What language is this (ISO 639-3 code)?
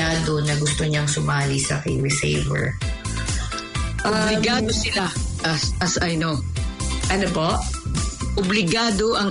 fil